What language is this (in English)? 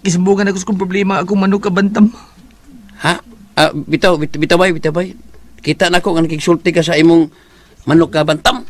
Cebuano